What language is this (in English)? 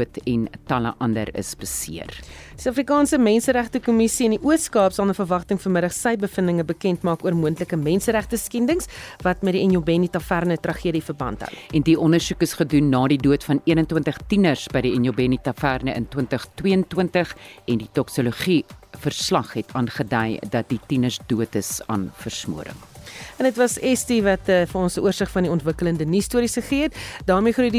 Afrikaans